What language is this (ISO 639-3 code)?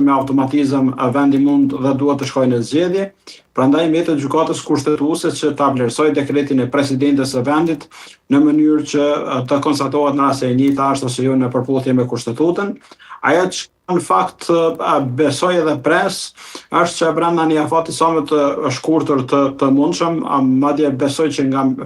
sqi